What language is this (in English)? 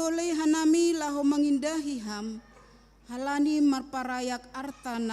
Batak Simalungun